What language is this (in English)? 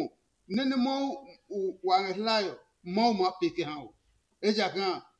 Adangme